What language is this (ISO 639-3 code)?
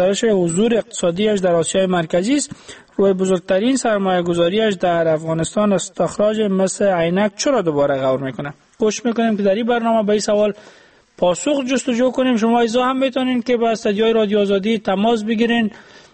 fas